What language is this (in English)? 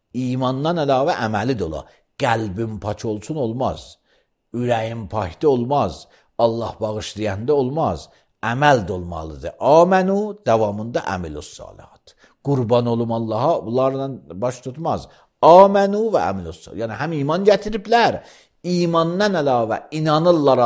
Azerbaijani